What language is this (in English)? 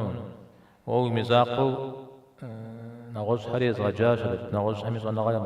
Kabardian